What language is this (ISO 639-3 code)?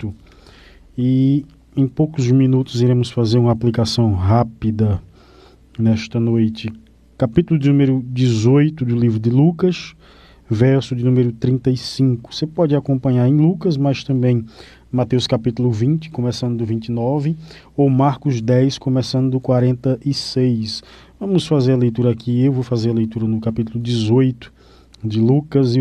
por